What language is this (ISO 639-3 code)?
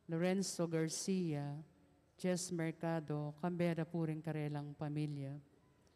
pam